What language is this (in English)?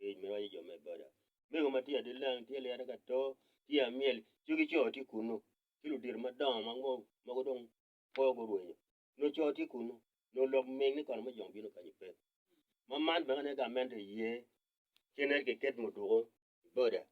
Acoli